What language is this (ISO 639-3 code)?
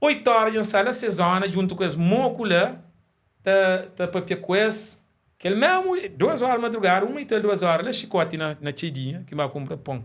kea